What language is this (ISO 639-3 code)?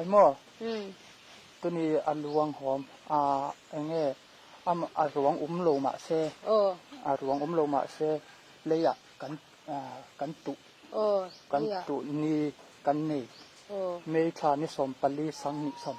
cnh